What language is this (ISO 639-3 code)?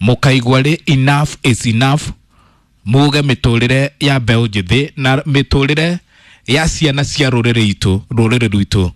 kik